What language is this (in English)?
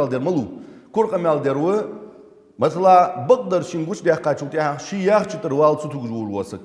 Ingush